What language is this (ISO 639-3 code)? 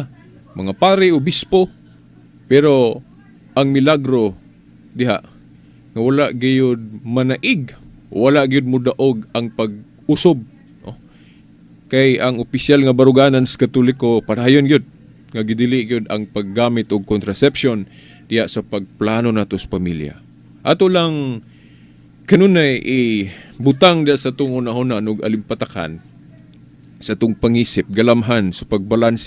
ceb